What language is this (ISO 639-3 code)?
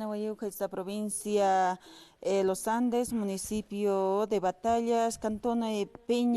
aym